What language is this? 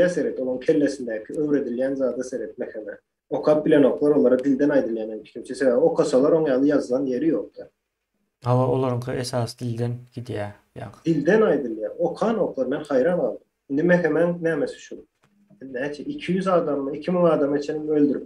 Turkmen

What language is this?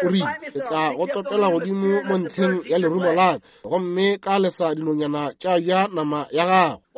Northern Sotho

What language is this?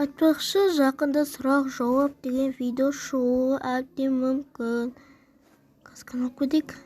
Kazakh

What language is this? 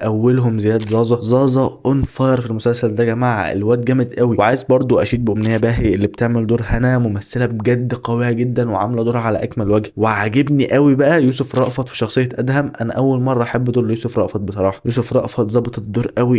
Egyptian Arabic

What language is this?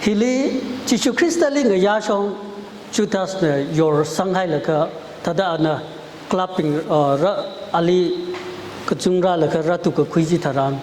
Tangkhul Naga (India)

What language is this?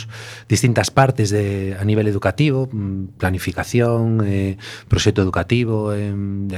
Galician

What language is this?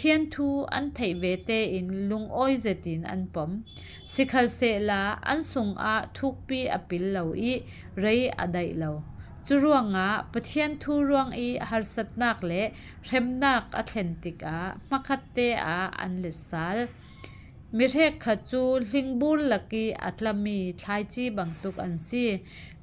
Falam Chin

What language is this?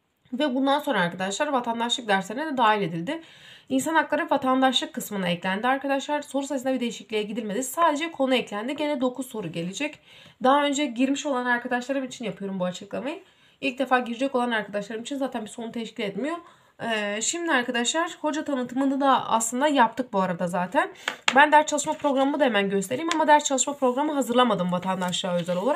Turkish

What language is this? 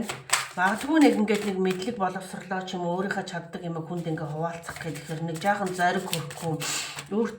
Mongolian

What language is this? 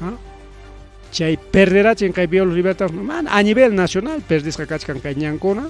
Ayacucho Quechua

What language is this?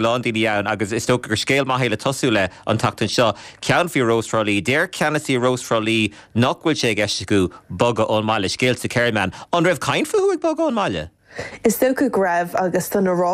Irish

